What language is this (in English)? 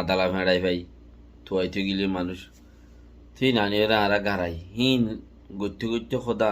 Rohingya